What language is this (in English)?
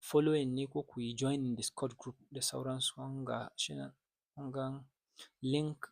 Hausa